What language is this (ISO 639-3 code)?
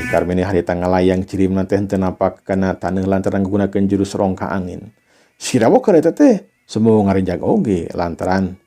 sun